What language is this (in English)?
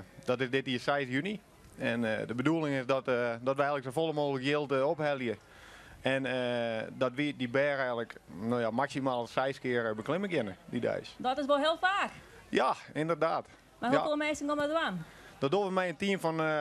Western Frisian